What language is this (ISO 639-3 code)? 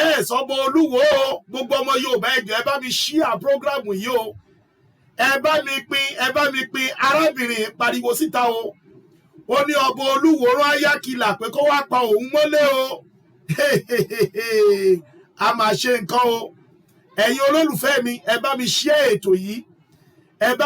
yor